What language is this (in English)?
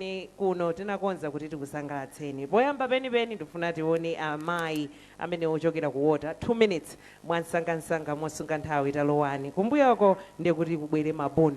Nyanja